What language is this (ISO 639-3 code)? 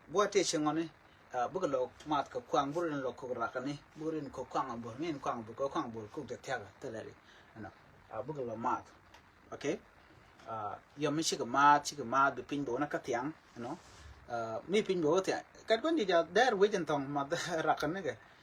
nus